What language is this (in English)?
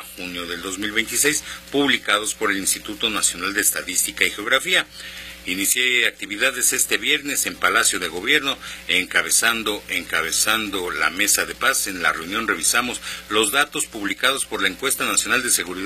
Spanish